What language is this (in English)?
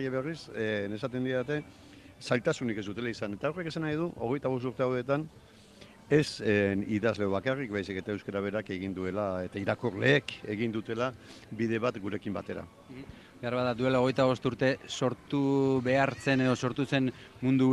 Basque